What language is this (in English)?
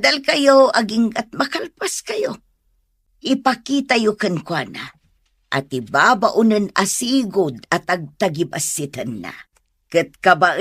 Iloko